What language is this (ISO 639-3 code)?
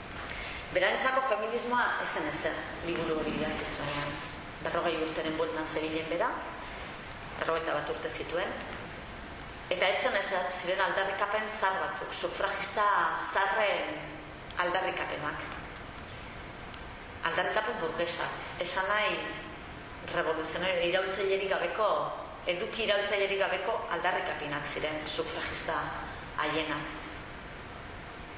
eus